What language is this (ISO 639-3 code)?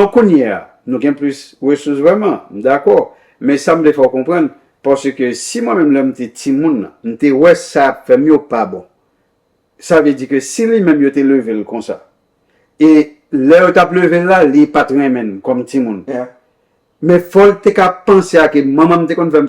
hat